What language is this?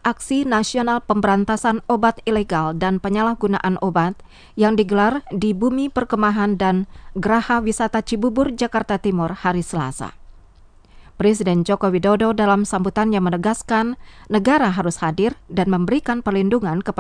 Indonesian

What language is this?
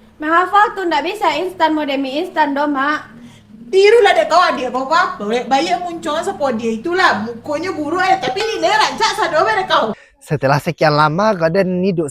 Minangkabau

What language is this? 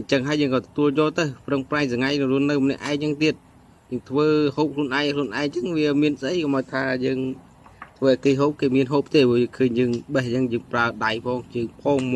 Khmer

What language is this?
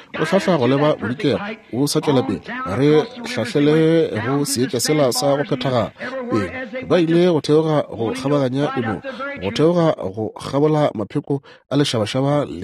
Northern Sotho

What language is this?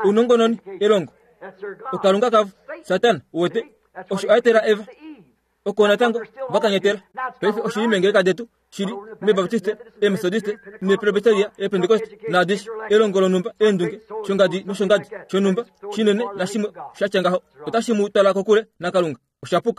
Kuanyama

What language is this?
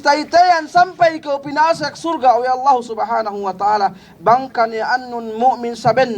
Yakan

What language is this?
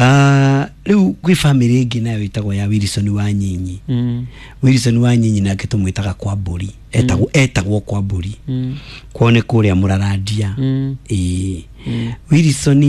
Kikuyu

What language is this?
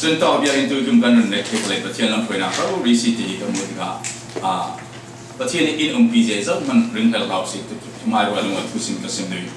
Falam Chin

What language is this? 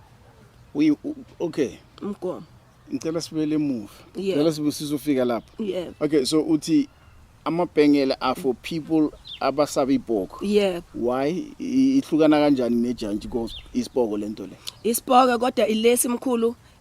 Zulu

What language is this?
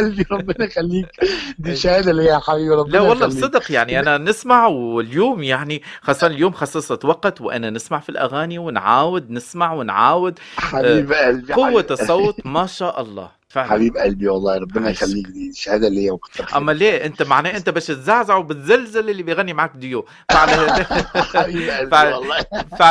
Egyptian Arabic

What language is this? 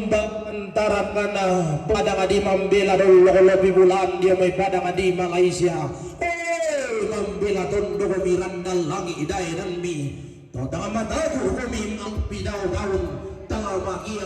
Toraja-Sa'dan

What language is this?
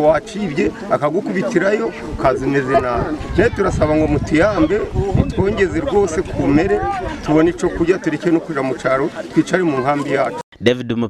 Nyankole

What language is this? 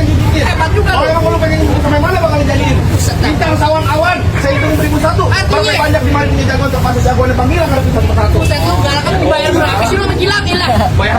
Betawi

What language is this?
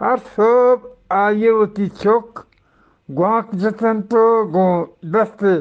Eastern Balochi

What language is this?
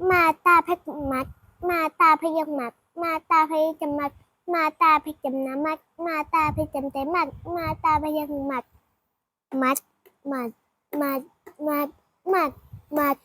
Shan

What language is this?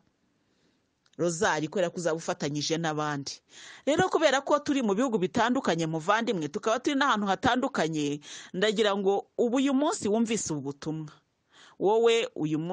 Kinyarwanda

